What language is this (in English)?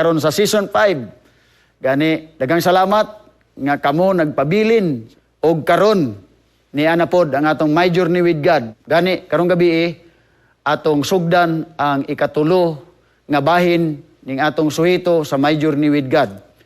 Cebuano